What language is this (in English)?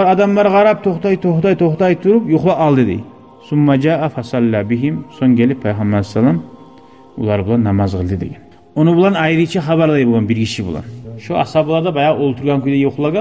Kumyk